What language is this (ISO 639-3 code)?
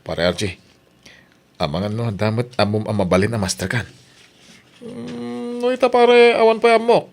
ilo